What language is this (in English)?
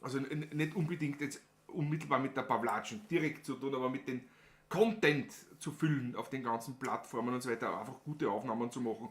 Bavarian